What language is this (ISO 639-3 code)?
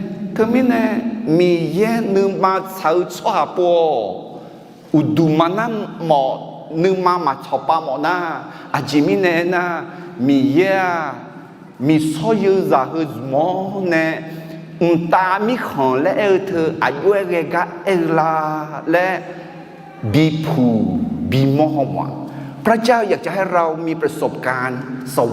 ahk